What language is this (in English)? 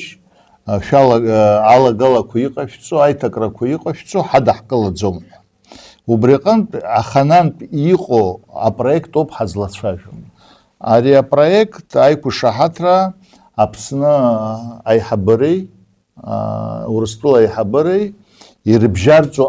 Abkhazian